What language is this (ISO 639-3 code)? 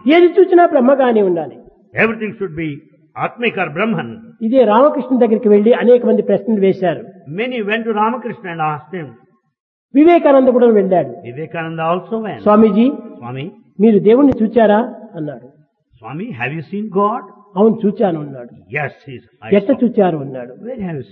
tel